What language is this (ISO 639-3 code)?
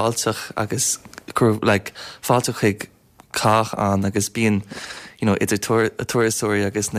gle